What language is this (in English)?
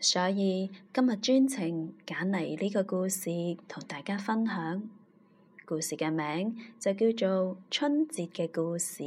Cantonese